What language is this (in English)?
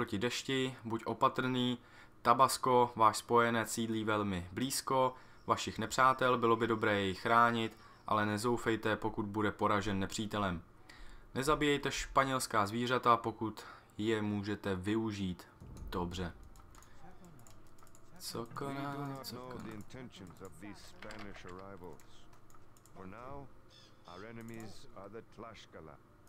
Czech